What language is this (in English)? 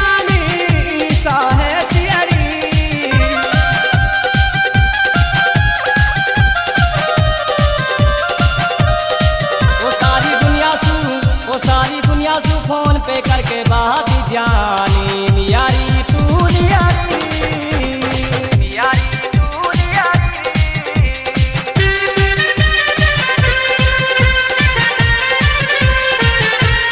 Haryanvi